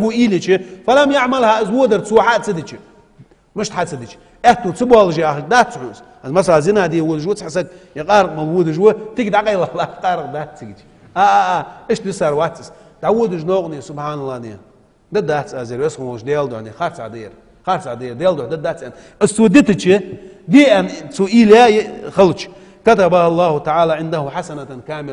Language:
Ingush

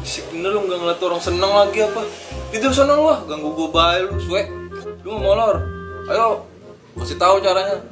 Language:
Betawi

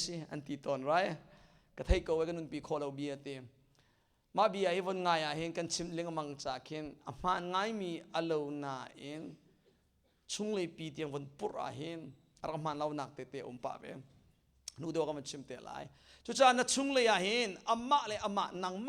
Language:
Hakha Chin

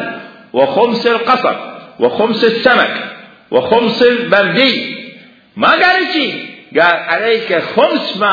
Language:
Mesopotamian Arabic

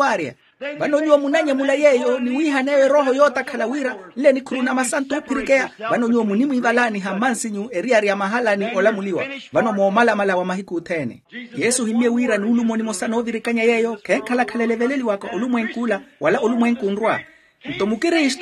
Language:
Makhuwa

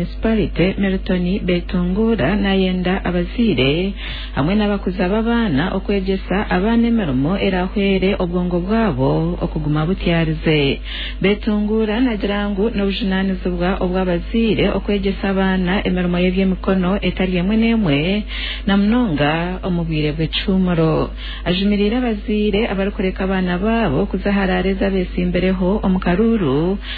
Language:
Nyankole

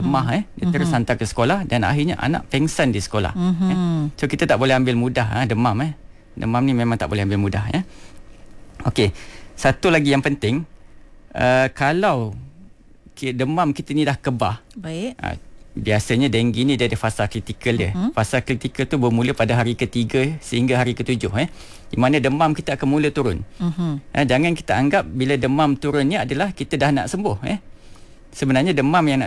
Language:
Malay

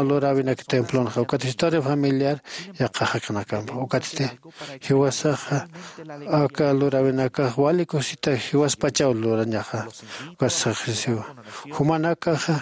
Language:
Aymara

